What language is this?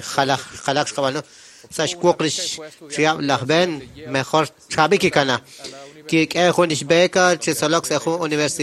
Kekchí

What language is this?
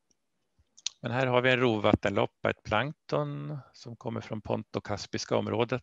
Swedish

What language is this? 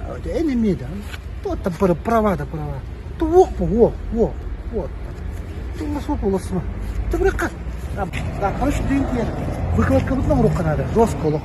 Yakut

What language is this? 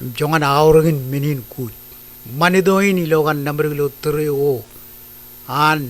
Marshallese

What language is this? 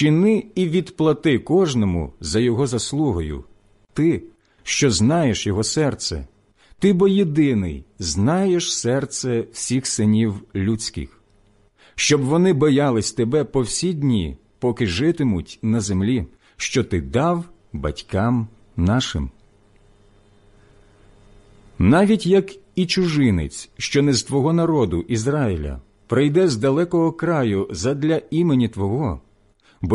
Ukrainian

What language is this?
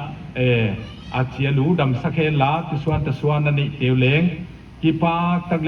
Paite Chin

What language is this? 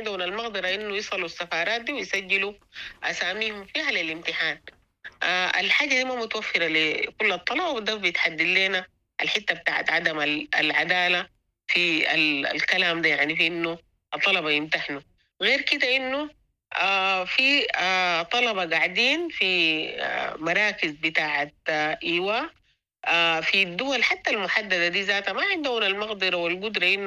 Sudanese Arabic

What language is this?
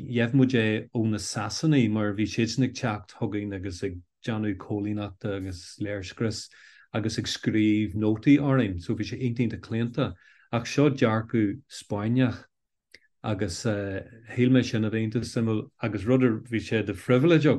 Irish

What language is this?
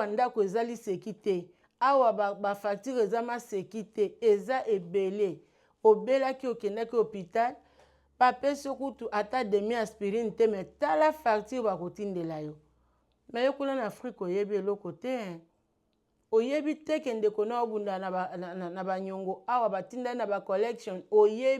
Lingala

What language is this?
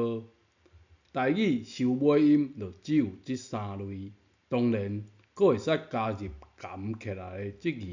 Min Nan Chinese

